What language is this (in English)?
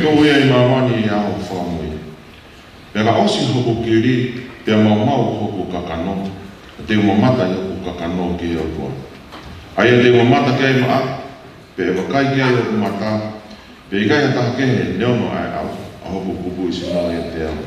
Tongan